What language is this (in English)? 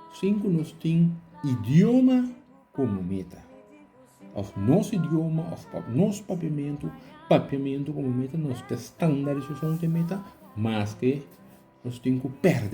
Papiamento